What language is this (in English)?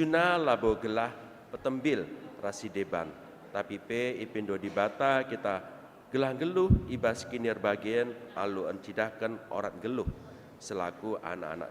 Batak Karo